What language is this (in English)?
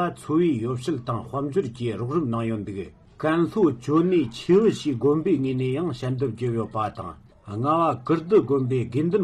Tibetan